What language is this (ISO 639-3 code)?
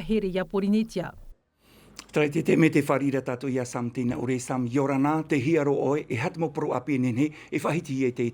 tah